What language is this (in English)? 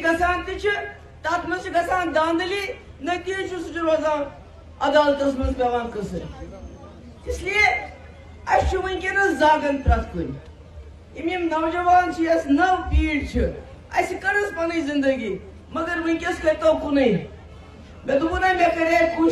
Kashmiri